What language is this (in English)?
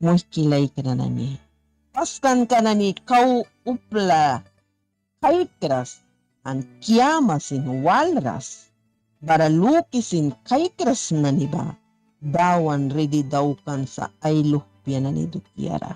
Mískito